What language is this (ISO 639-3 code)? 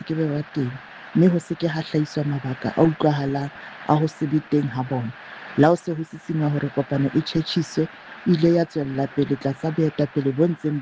sot